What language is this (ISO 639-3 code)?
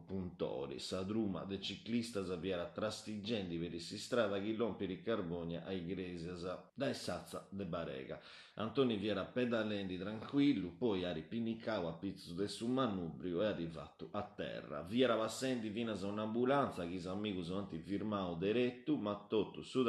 srd